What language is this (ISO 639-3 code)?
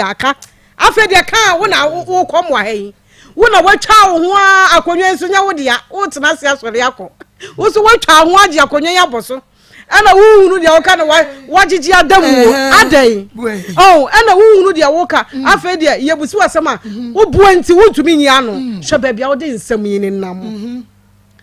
aka